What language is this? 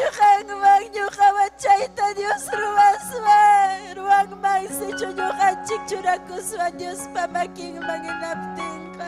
Ayacucho Quechua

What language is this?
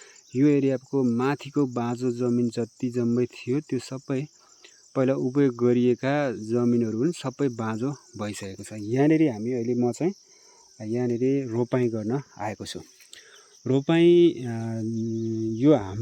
Nepali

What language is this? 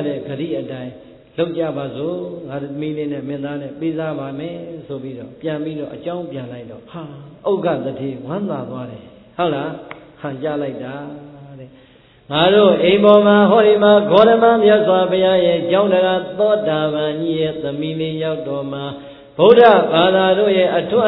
Burmese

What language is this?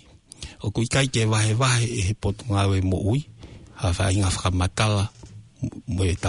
Tongan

